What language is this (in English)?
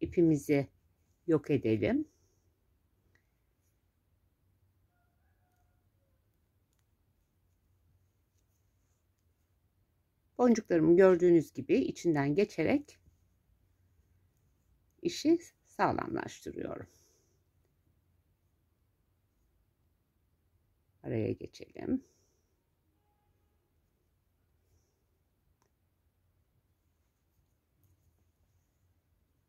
Turkish